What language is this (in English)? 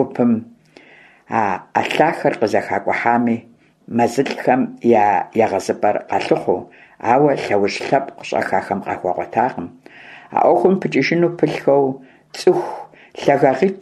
Kabardian